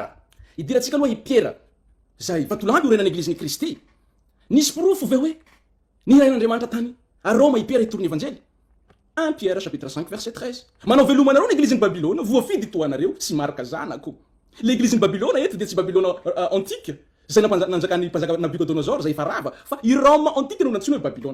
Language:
Malagasy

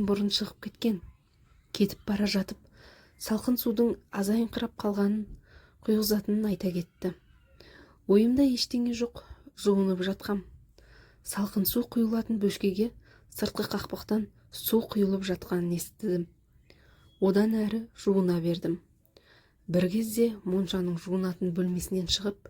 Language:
Kazakh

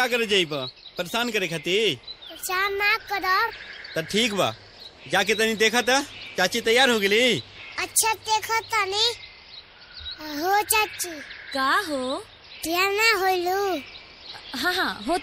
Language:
Bhojpuri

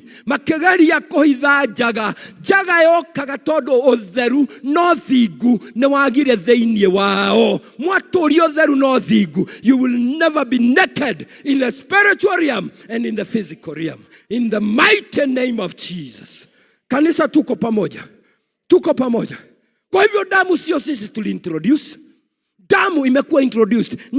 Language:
Kikuyu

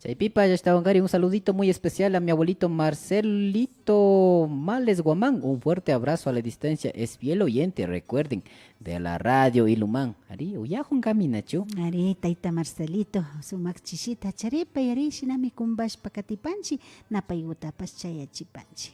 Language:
Imbabura Highland Quichua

